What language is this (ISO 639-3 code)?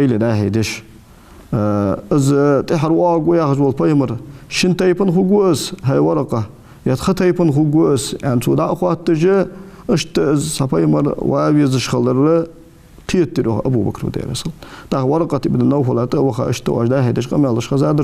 inh